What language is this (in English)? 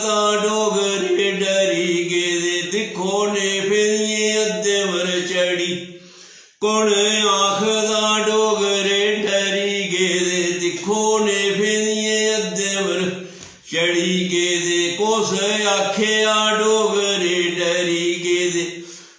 Dogri